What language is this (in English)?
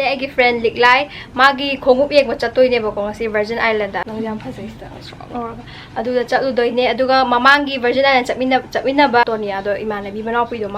Manipuri